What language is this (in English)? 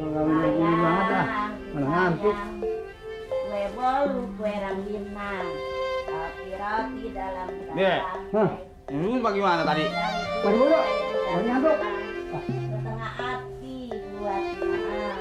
Betawi